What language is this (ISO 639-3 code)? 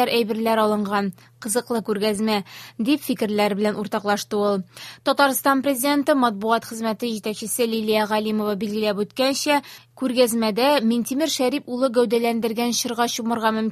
tat